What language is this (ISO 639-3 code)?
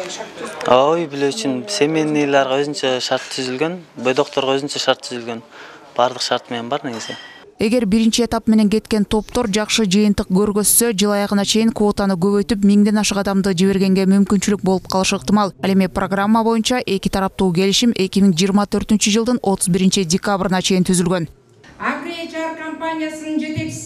kir